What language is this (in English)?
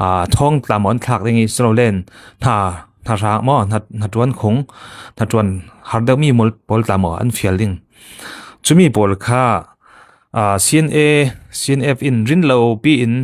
Falam Chin